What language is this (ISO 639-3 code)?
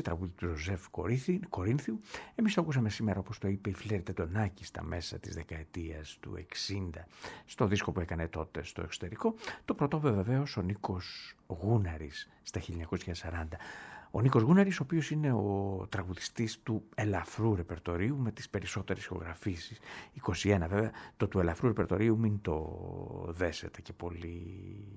ell